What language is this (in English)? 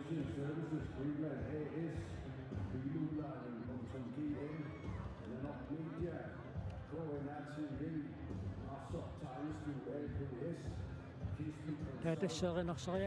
Kalaallisut